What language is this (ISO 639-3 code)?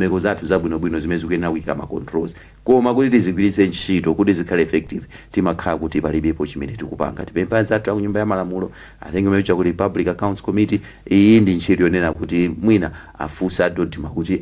nya